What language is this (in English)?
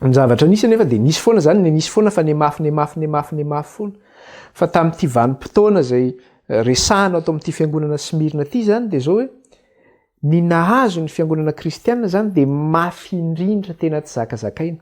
Malagasy